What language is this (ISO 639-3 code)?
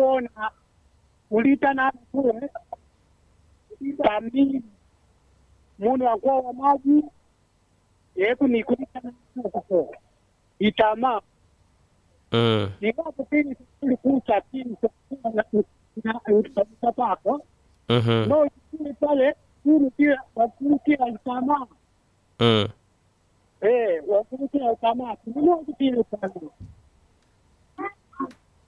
swa